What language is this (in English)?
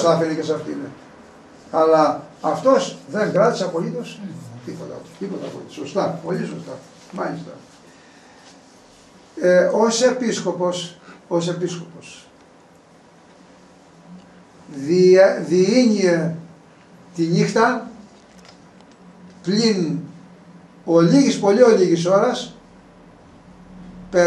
Greek